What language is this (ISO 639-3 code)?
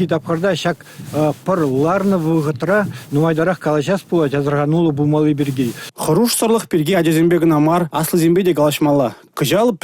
chv